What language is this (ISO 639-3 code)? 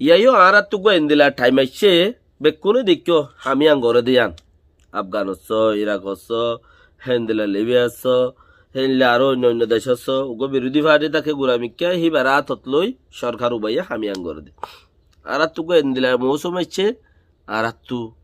rhg